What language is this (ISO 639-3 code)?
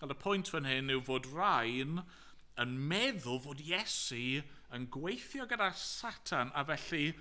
cym